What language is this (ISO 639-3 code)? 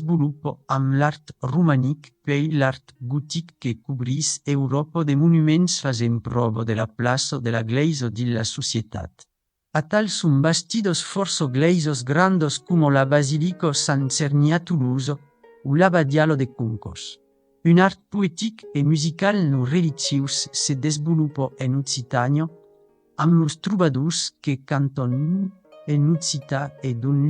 oci